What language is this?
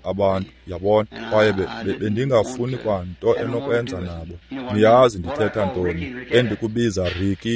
Xhosa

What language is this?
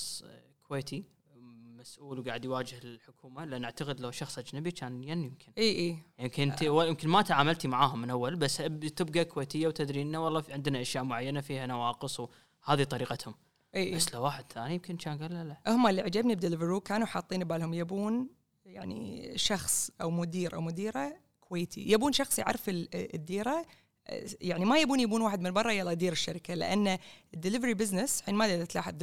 Gulf Arabic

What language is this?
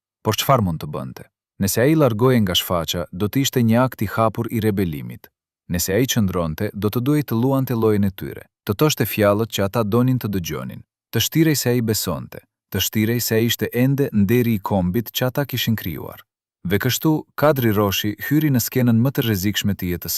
Albanian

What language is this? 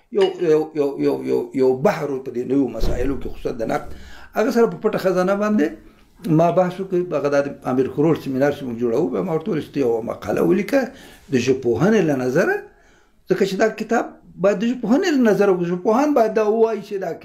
Pashto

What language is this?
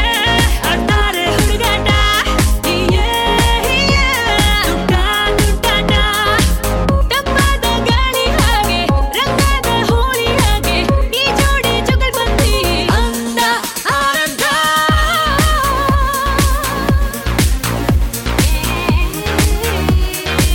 Kannada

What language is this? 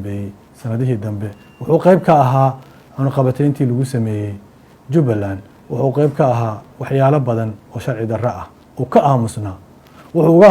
Somali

